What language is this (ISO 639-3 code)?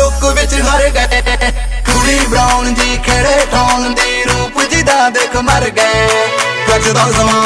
pan